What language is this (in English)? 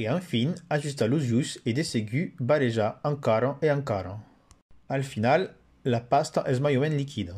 Occitan